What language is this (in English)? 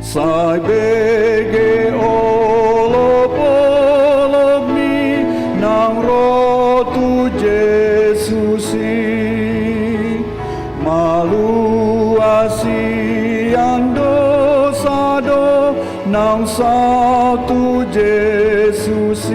Batak Toba